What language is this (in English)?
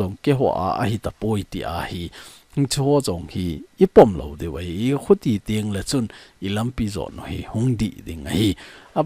Thado Chin